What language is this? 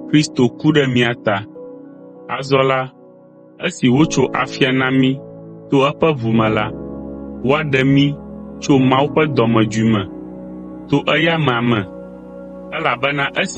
Ewe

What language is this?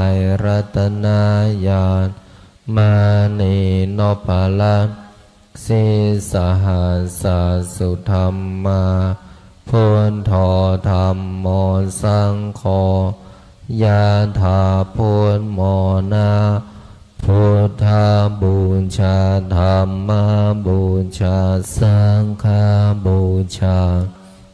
Pali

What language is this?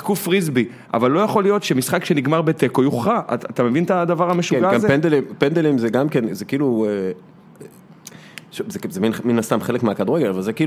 Hebrew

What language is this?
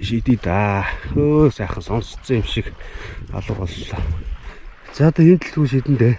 Mongolian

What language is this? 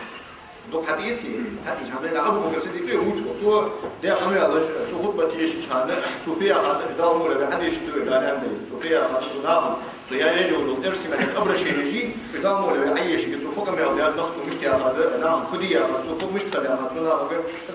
Ingush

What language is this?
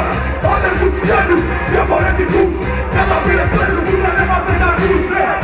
Greek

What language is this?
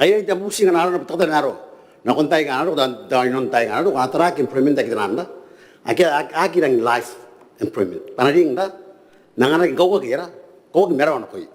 Gilbertese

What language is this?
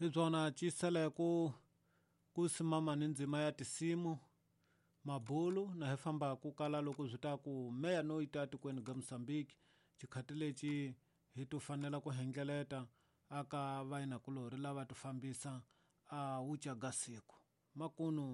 Tsonga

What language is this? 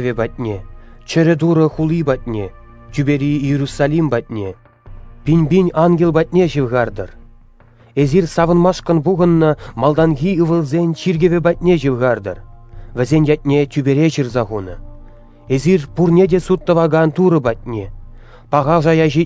Chuvash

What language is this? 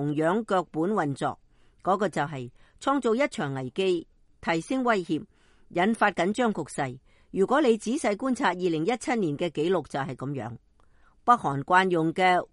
Cantonese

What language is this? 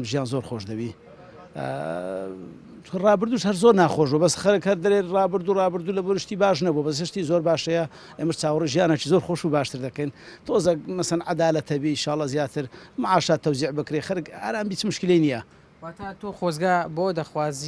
Central Kurdish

